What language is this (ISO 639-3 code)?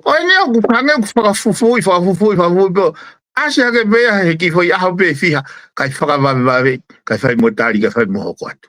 ton